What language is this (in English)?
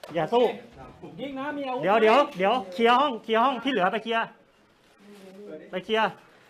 Thai